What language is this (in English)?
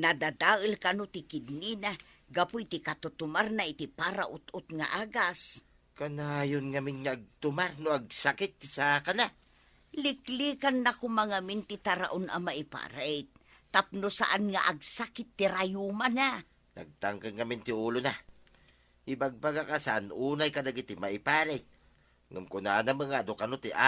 Iloko